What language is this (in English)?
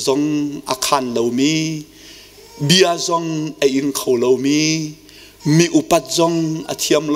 Hakha Chin